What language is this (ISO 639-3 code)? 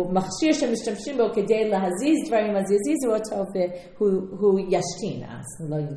heb